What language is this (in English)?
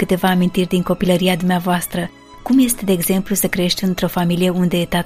Romanian